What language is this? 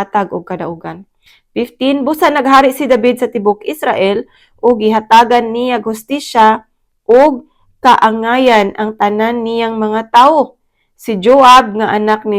Cebuano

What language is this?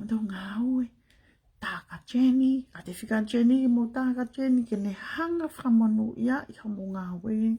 Tongan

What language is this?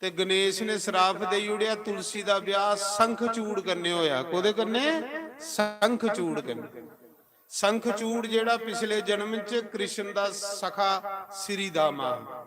Dogri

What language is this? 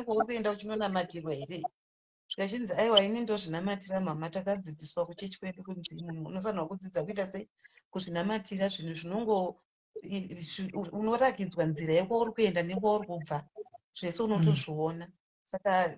Shona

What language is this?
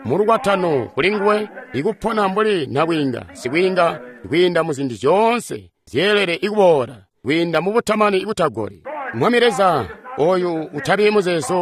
Tonga (Zambia)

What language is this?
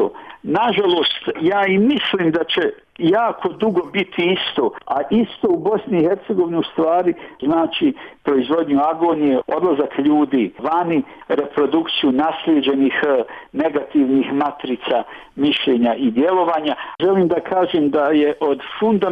Bosnian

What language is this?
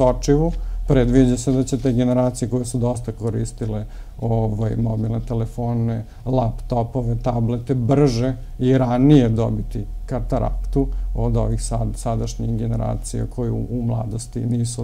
Serbian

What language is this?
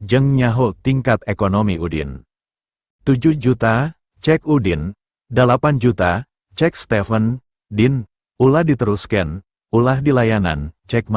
Sundanese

